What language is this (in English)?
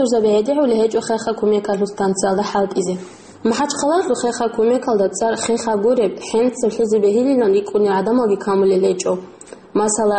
Avaric